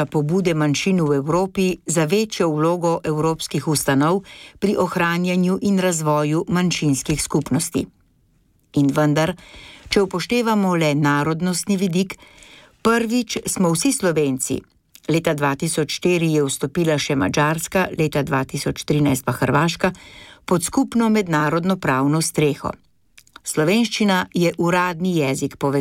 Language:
Slovenian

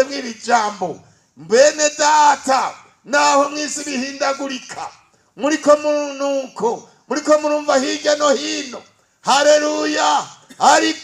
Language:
Rundi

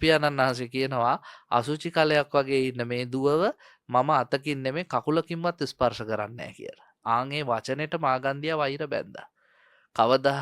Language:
Sinhala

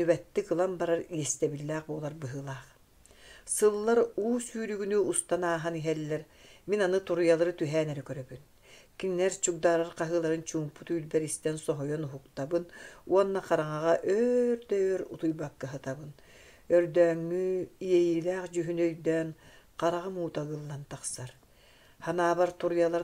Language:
Yakut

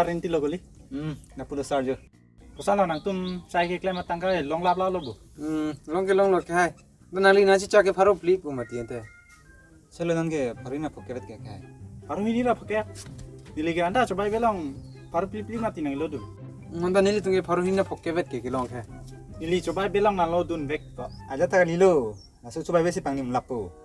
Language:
Karbi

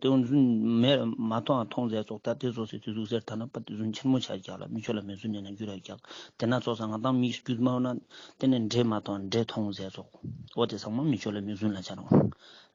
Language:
Ladakhi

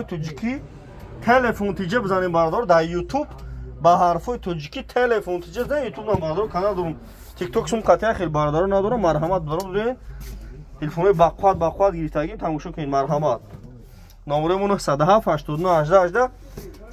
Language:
Tajik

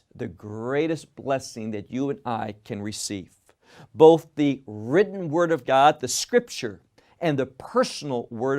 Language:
English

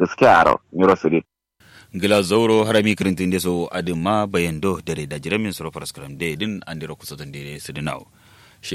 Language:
Kanuri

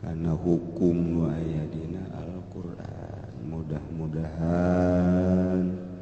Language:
Sundanese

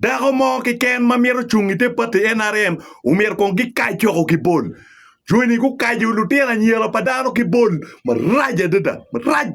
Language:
Acoli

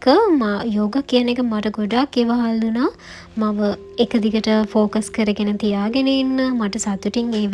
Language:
Sinhala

